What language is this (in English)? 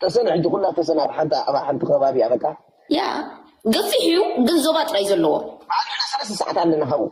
Tigrinya